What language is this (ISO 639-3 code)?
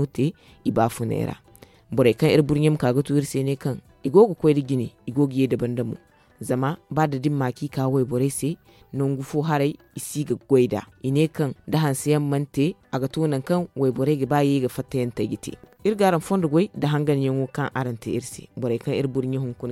dje